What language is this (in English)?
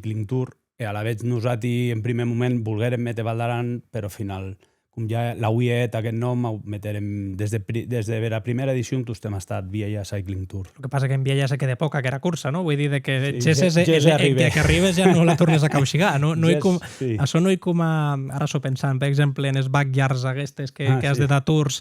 Occitan